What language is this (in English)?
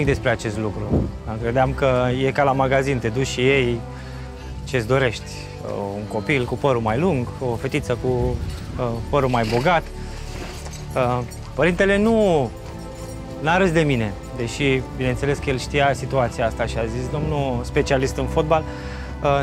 Romanian